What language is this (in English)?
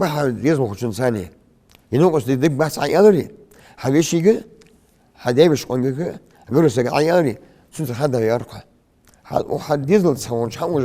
Ingush